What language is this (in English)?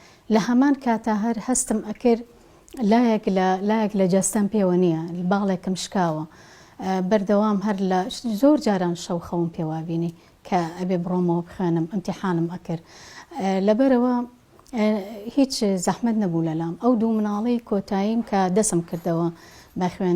Central Kurdish